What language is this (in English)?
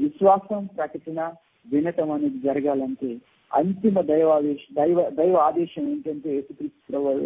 Telugu